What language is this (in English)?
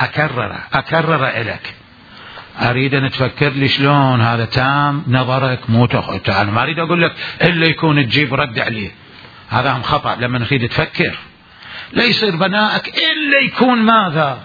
Mesopotamian Arabic